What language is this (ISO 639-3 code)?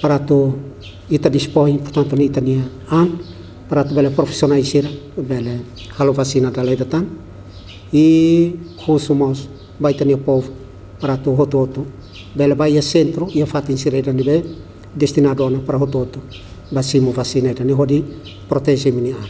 tet